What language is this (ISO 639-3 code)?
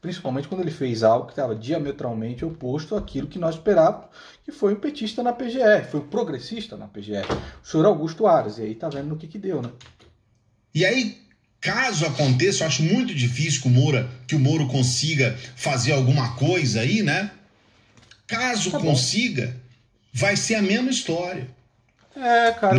por